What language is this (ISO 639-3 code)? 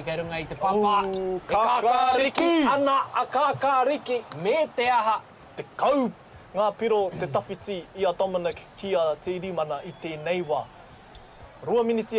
mri